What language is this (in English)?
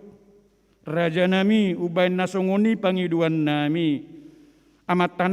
Batak Toba